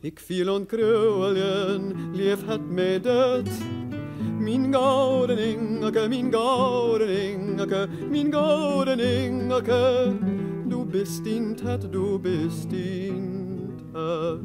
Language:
Western Frisian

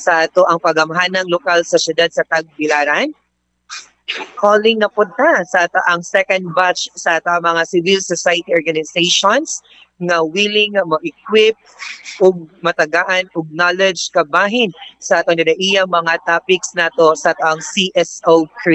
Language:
Cebuano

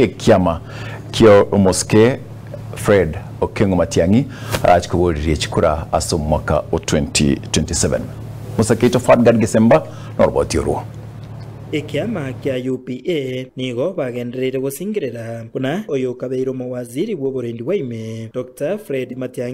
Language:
Gusii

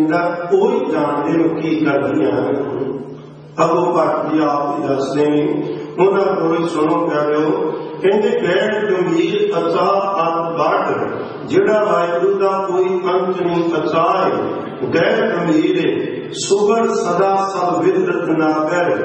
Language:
Punjabi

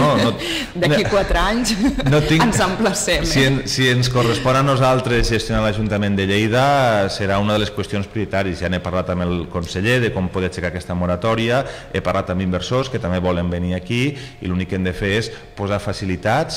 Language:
Catalan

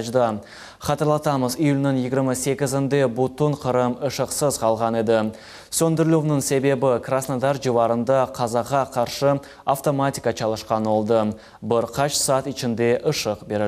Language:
Crimean Tatar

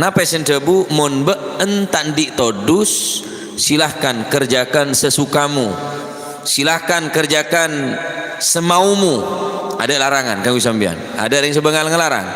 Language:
Madurese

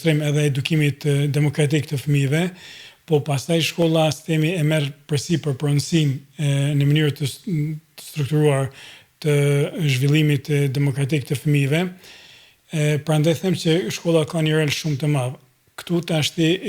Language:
Albanian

